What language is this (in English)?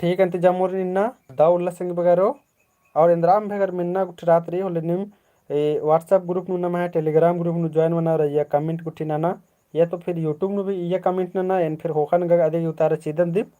Kurukh